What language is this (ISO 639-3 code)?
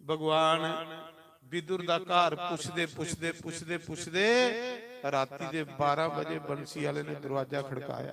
doi